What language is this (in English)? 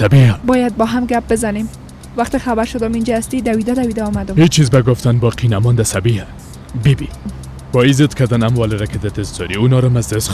Persian